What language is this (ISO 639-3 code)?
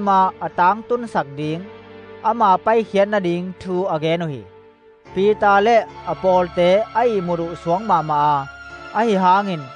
ctd